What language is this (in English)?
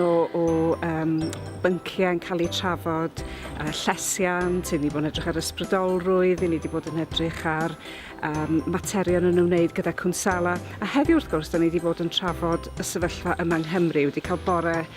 Welsh